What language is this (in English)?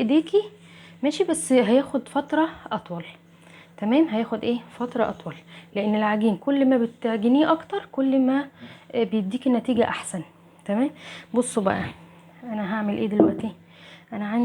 Egyptian Arabic